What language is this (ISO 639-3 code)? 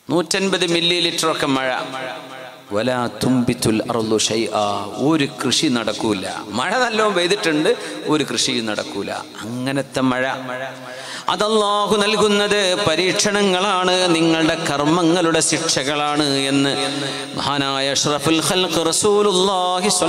mal